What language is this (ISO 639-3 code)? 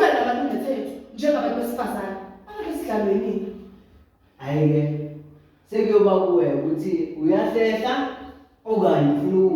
zul